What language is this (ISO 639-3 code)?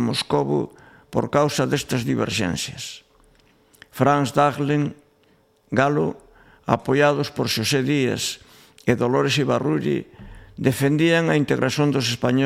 glg